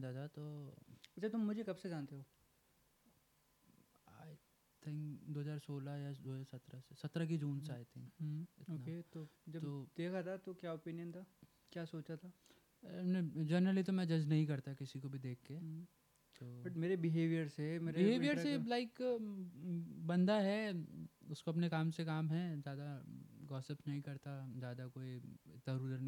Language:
Hindi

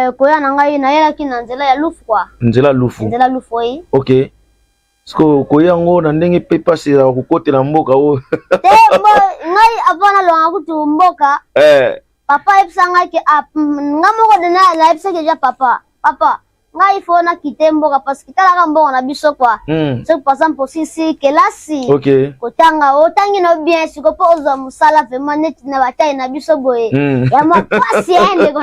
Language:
Lingala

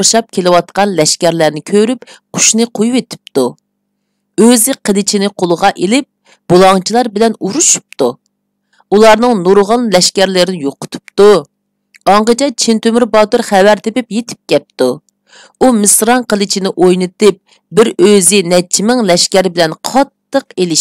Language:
Uyghur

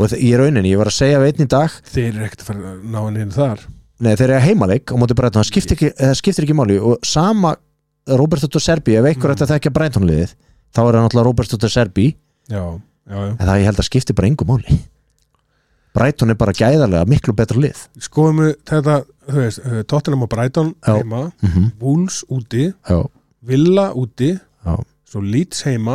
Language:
Icelandic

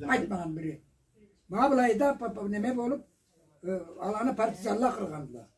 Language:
Karachay-Balkar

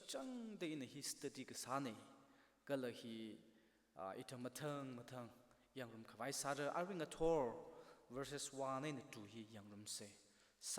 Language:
Tangkhul Naga (India)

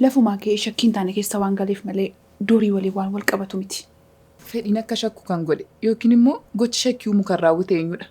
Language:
Oromo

